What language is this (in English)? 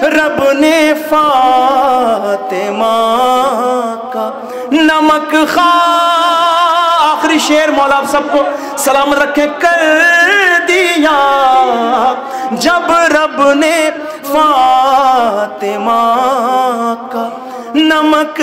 Urdu